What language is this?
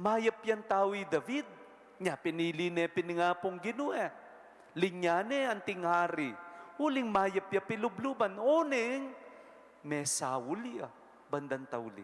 Pampanga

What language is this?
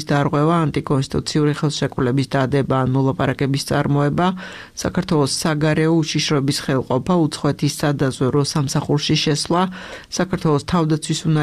Georgian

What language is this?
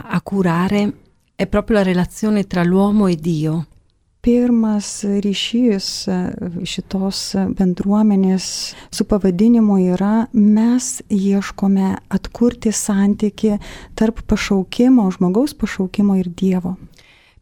Lithuanian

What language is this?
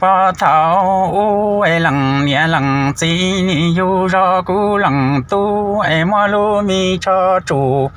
Hmong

